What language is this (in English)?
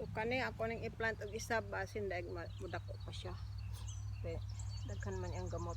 Cebuano